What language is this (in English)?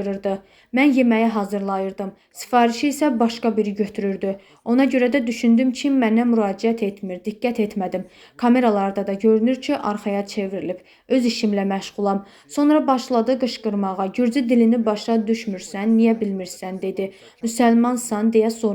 Azerbaijani